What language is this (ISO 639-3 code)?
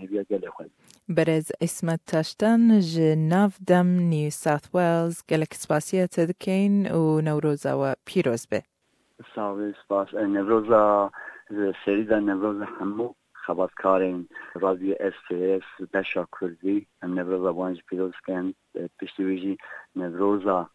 kur